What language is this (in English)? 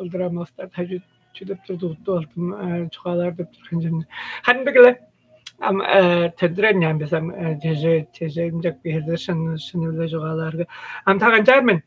Tuvinian